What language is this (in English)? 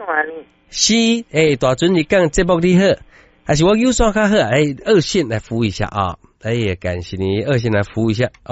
Min Nan Chinese